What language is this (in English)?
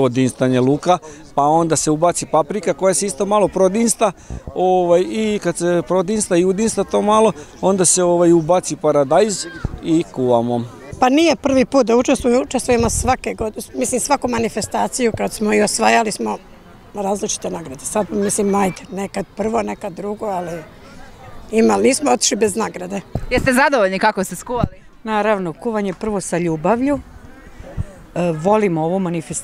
Serbian